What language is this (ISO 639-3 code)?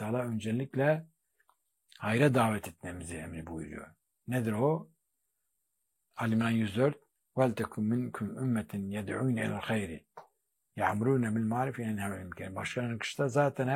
tur